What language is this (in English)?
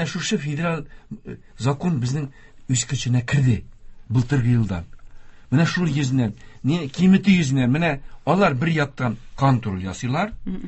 Tatar